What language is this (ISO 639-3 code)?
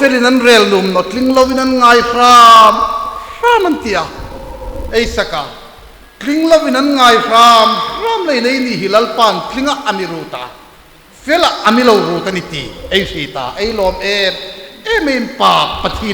hmr